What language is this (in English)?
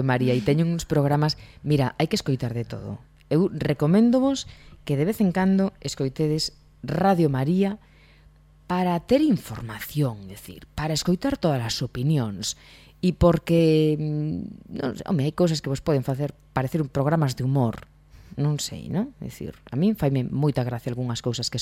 Galician